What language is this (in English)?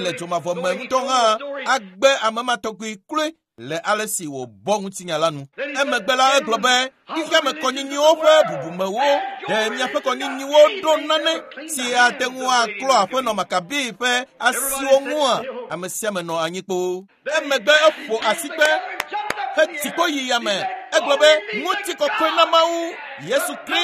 Ewe